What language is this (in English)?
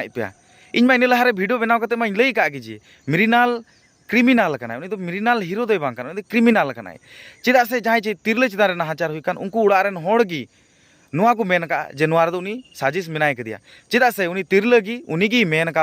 Santali